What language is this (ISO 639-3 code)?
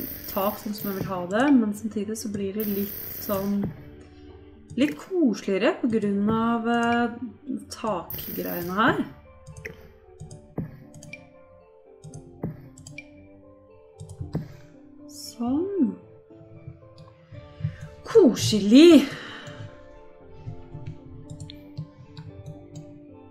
nor